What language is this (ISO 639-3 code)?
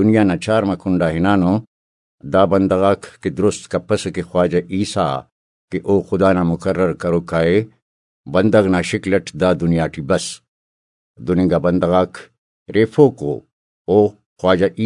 brh